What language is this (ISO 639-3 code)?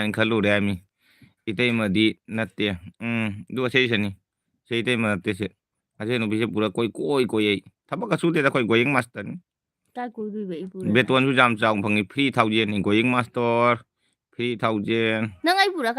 mni